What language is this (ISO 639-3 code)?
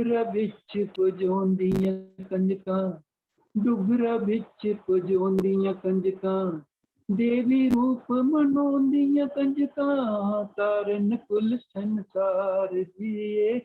doi